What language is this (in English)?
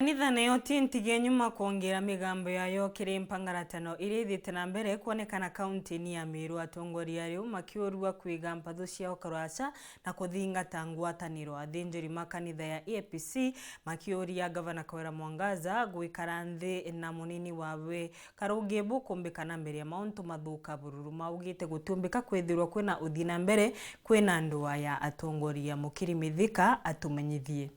Meru